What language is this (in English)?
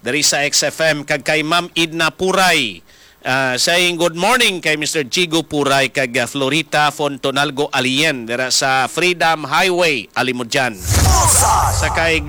Hiligaynon